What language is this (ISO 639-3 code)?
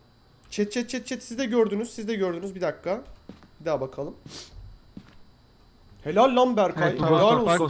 tur